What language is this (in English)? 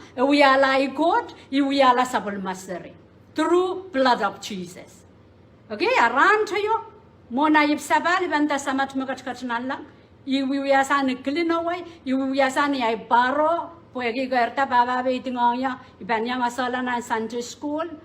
Pohnpeian